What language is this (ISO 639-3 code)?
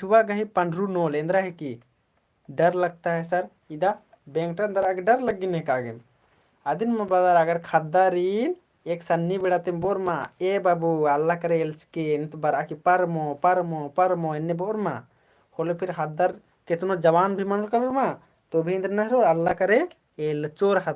kru